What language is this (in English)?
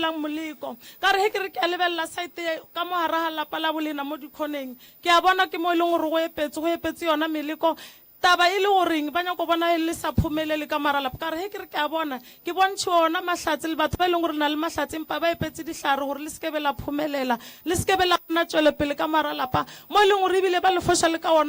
Northern Sotho